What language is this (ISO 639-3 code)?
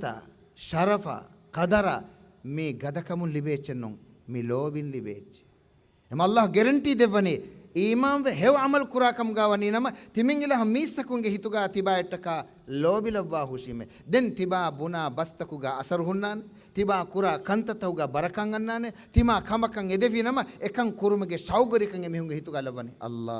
div